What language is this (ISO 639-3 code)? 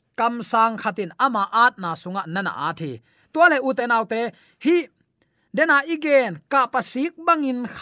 ctd